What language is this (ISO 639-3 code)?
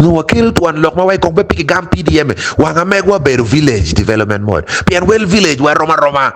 ach